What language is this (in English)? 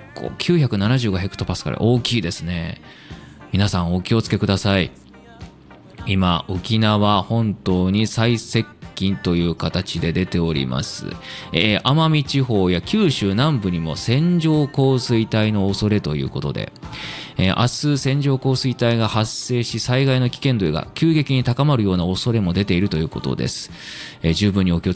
Japanese